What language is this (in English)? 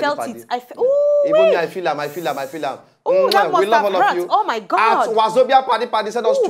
Nigerian Pidgin